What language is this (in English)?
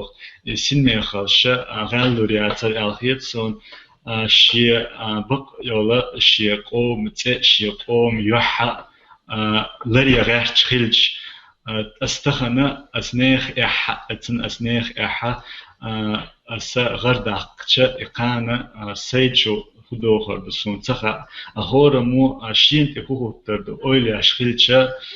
Chechen